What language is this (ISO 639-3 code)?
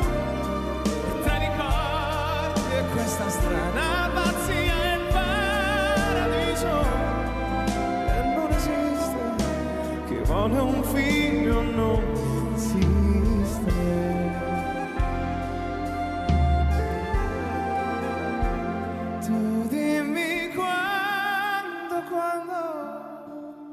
ita